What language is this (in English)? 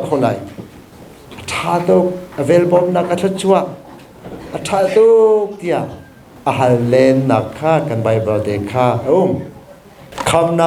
Hakha Chin